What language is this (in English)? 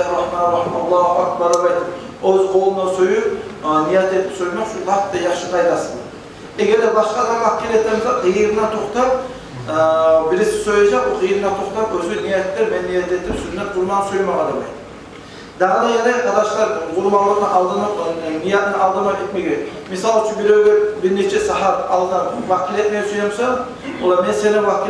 Kumyk